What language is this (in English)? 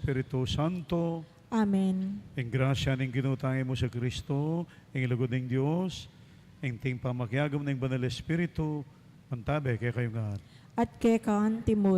Pampanga